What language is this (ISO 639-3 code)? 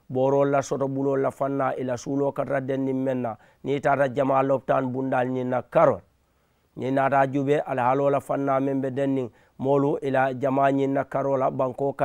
man